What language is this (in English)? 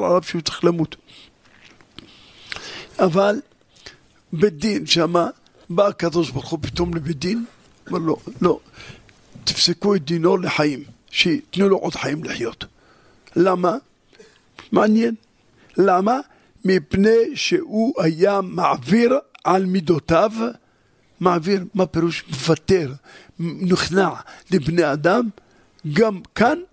Hebrew